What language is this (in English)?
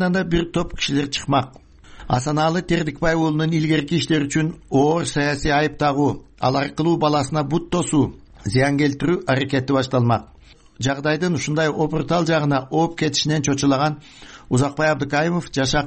Kyrgyz